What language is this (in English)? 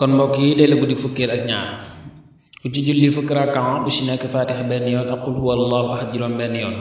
Wolof